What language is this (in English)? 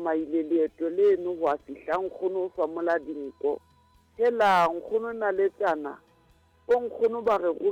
Southern Sotho